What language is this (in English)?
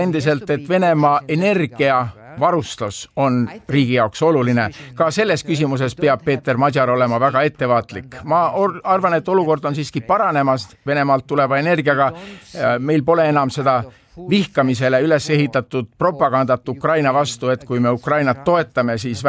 Estonian